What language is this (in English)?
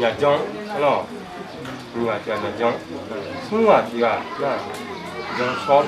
Akha